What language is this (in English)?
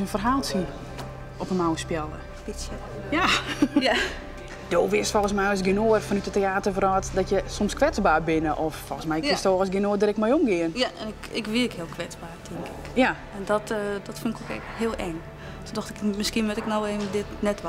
Western Frisian